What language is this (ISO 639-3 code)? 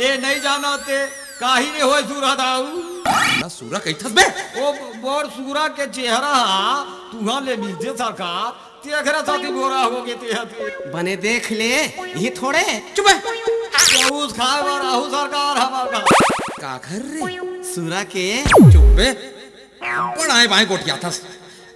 hne